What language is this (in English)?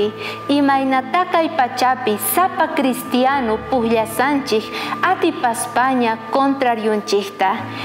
South Bolivian Quechua